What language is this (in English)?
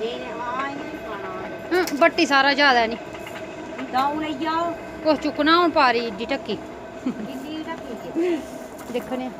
Dogri